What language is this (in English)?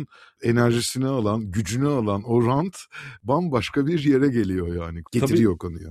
Turkish